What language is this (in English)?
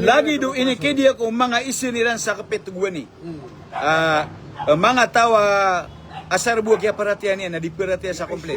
Maranao